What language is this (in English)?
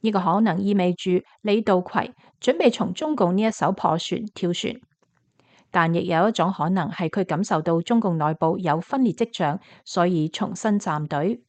Cantonese